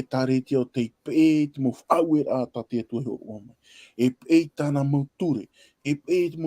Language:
Tahitian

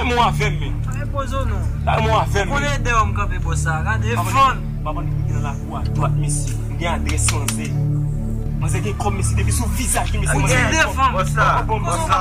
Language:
Haitian Creole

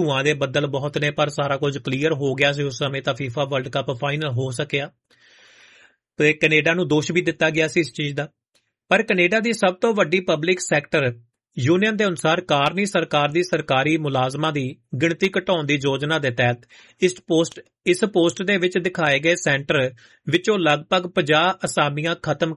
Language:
Punjabi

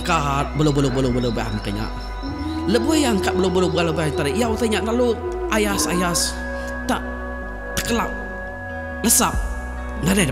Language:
Iban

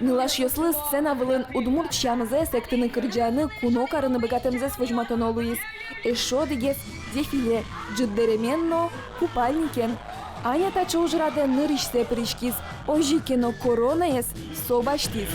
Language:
Udmurt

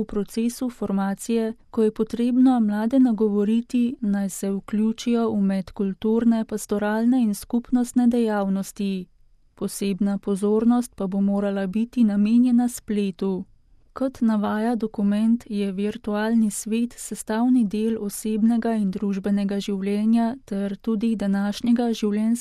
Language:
Slovenian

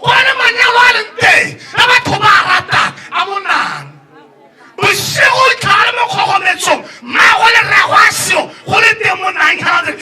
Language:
Tswana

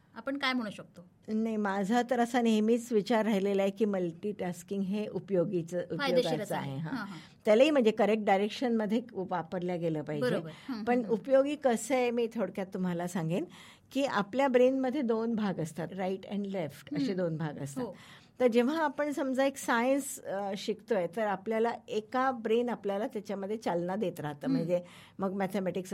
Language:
Marathi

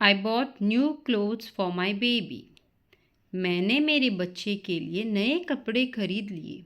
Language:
Konkani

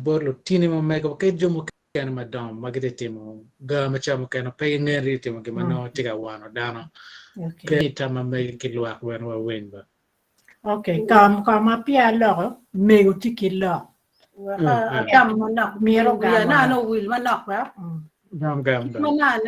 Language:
Acoli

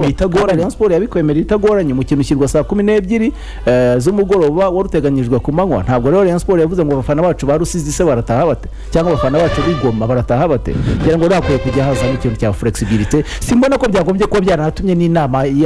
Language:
Kinyarwanda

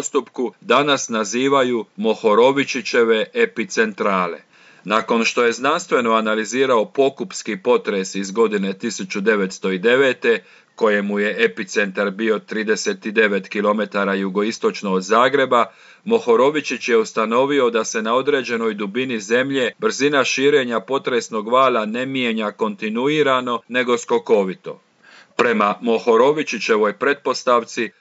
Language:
Croatian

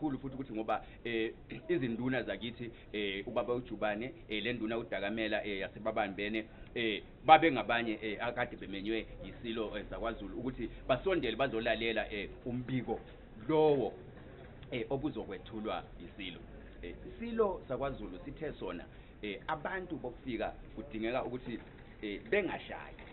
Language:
Zulu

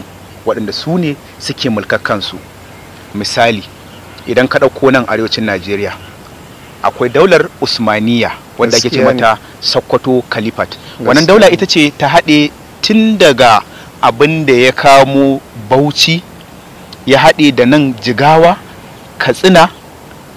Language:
Hausa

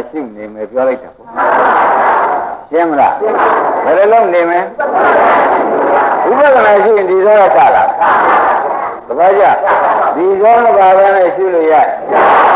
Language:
Burmese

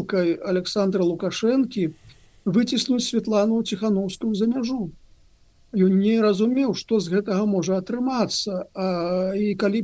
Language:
Belarusian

